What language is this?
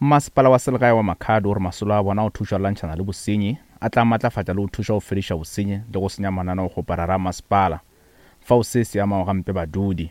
Northern Sotho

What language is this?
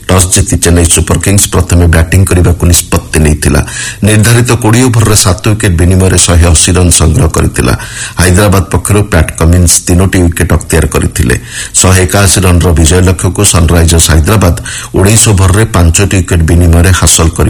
Odia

